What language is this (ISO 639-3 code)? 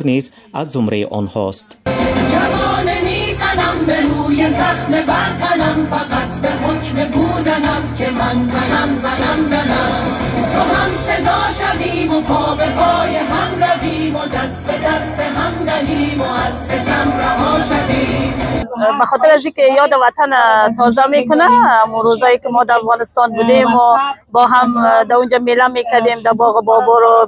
tgk